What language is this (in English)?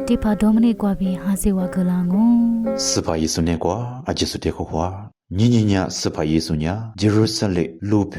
Lisu